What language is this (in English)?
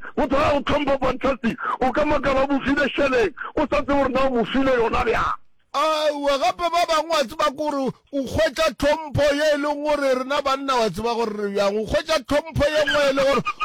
Northern Sotho